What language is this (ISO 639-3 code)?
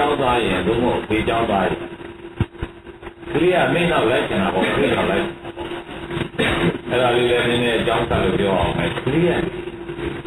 mya